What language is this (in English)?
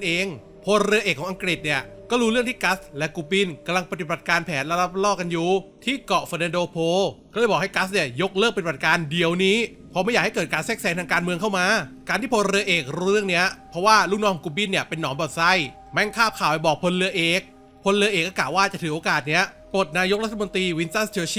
Thai